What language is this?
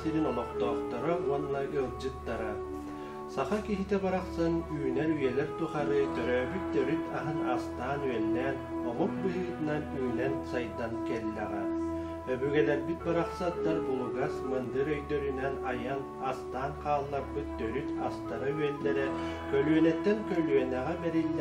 Yakut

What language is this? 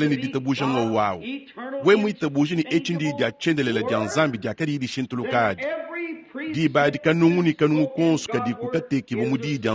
Luba-Lulua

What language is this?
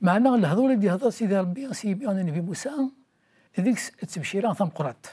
Kabyle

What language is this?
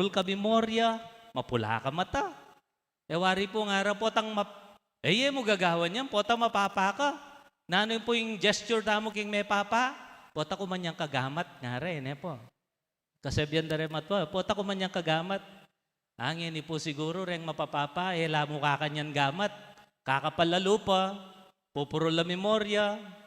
Pampanga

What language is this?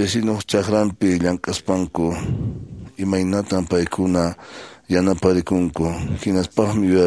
Quechua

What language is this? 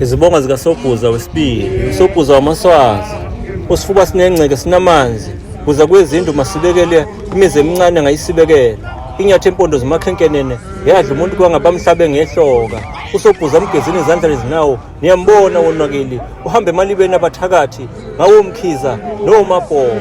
Zulu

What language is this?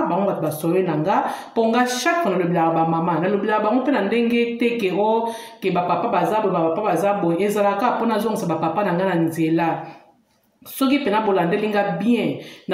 Lingala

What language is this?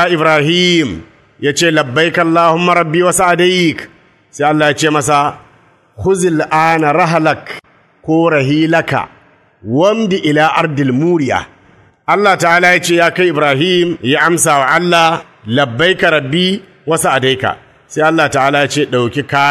Hausa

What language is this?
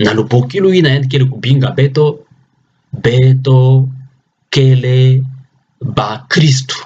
Kituba (Democratic Republic of Congo)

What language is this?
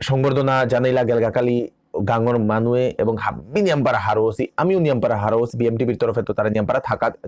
Bishnupriya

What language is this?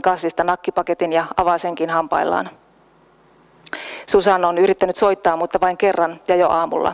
Finnish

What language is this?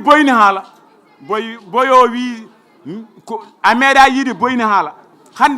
Fula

